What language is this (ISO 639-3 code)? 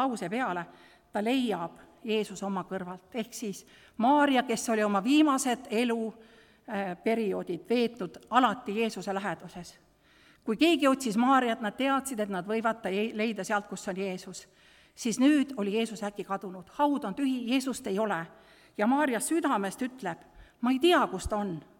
est